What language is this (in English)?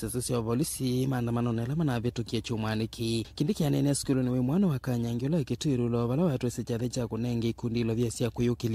Kamba